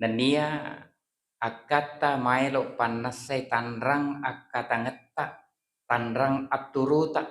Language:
Buginese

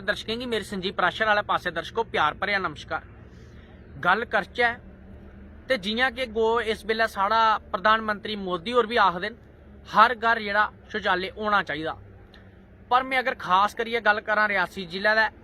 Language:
Dogri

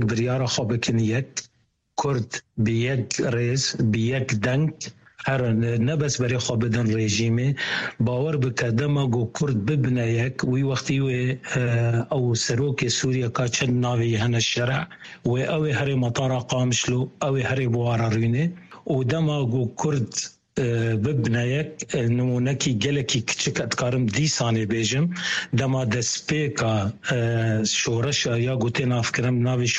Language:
Kurdish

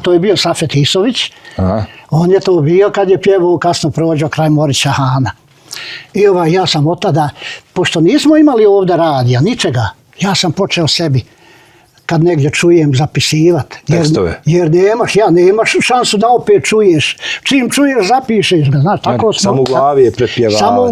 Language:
Bosnian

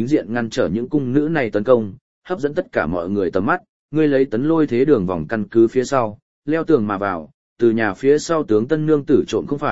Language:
Vietnamese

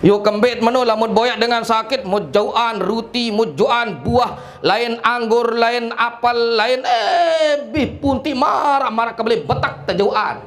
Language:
Sasak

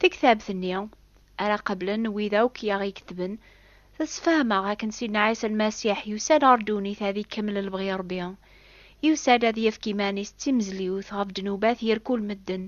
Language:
Kabyle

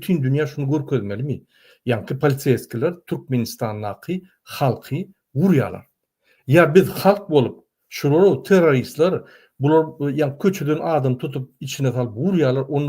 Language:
Turkmen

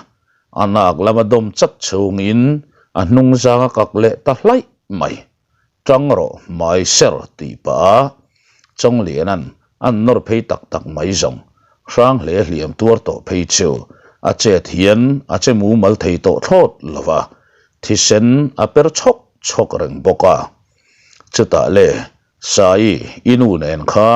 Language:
Mizo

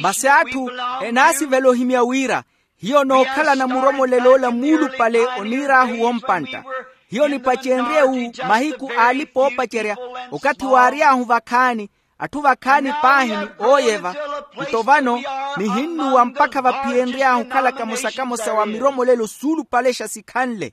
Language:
Makhuwa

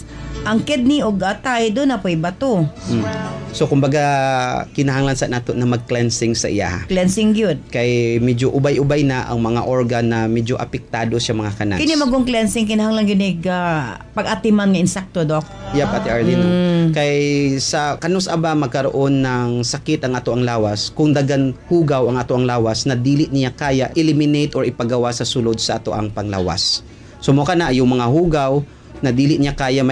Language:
Cebuano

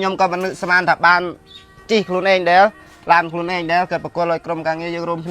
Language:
Khmer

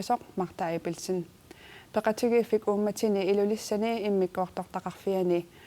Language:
Kalaallisut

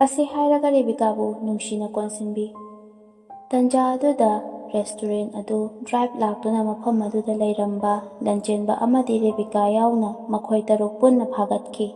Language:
Manipuri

